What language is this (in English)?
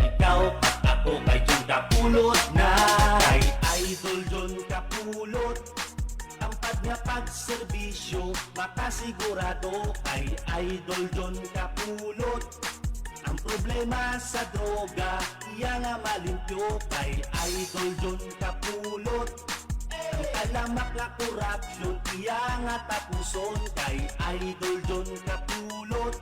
Hiligaynon